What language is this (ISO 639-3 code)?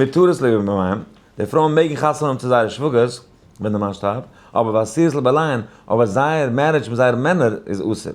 yid